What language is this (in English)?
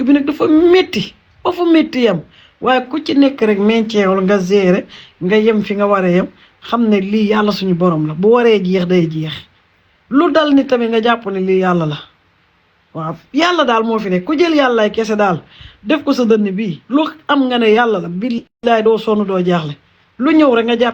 Wolof